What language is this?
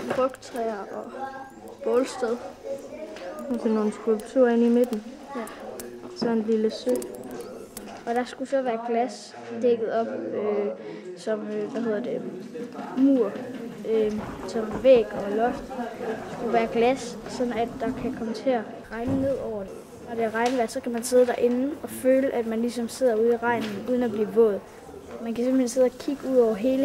Danish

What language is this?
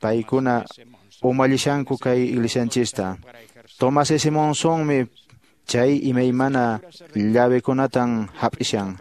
Quechua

